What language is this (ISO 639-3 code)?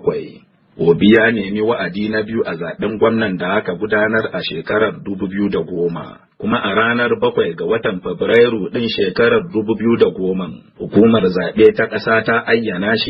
hau